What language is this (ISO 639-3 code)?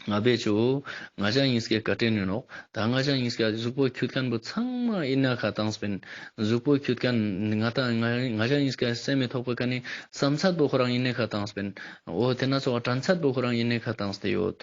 lbj